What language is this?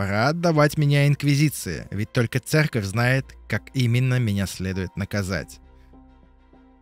Russian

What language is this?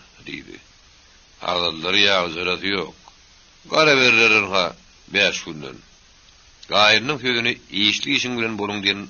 Turkmen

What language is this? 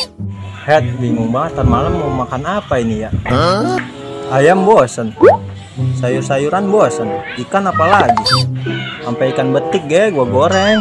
Betawi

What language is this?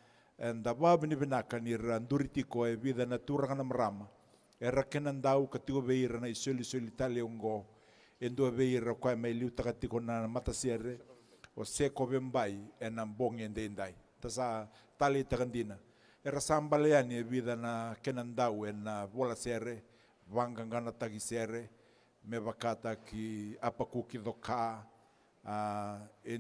Fijian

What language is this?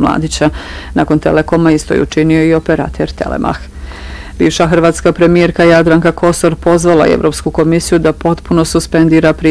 Bosnian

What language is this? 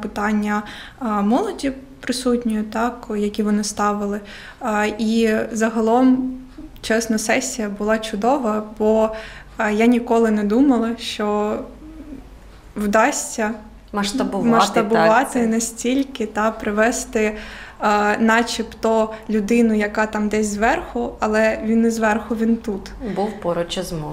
Ukrainian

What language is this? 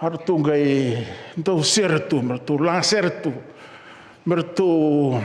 Fijian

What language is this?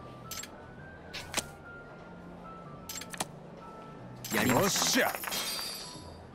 Japanese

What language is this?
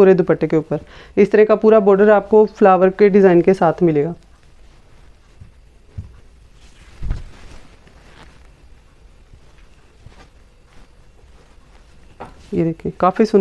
Hindi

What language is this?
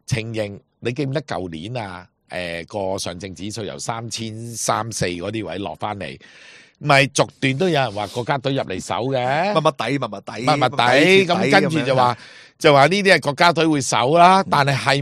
Cantonese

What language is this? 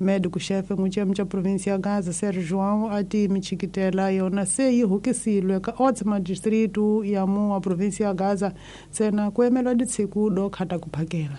Tsonga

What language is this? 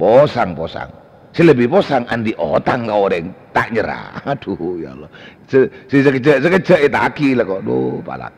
Madurese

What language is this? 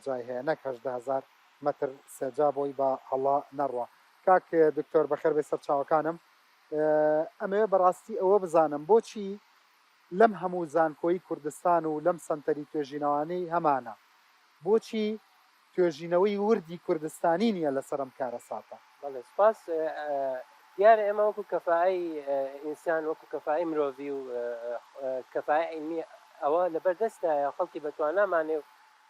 Central Kurdish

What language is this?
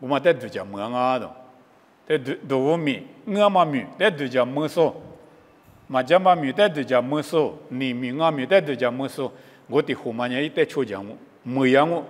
Lisu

